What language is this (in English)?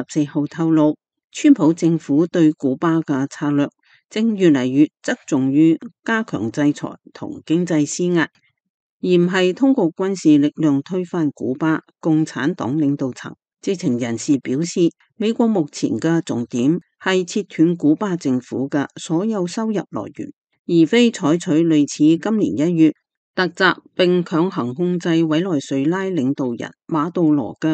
Cantonese